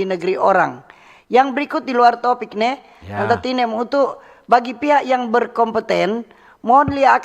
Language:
Manado Malay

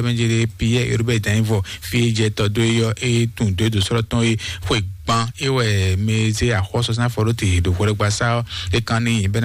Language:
Fon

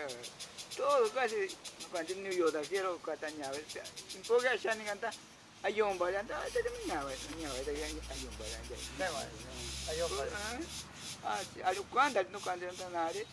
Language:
Ashéninka Perené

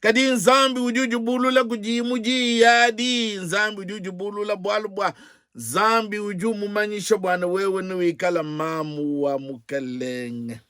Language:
Luba-Lulua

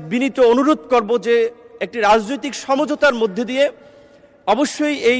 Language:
Bangla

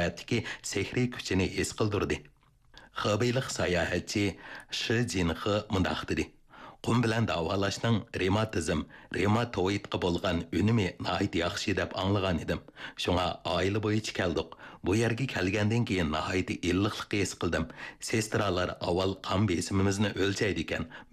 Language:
Uyghur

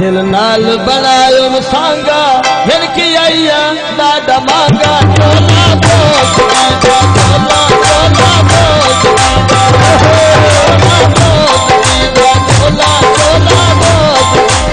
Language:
Saraiki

